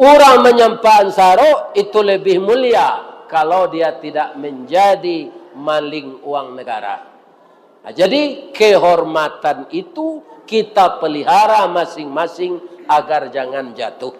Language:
Minangkabau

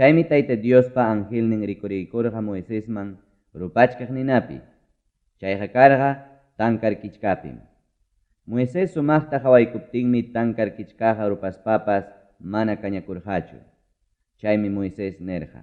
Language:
Ayacucho Quechua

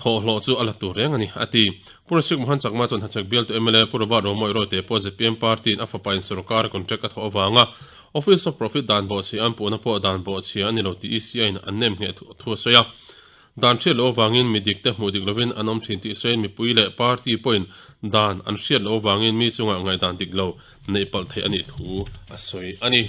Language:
Mizo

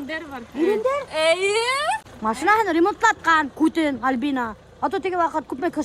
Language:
Bashkir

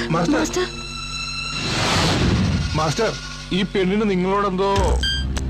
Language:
Malayalam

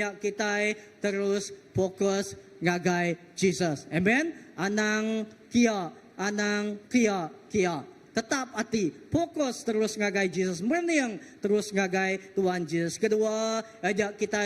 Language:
Iban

